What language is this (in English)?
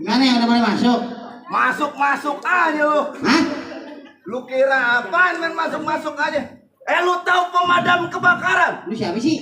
Betawi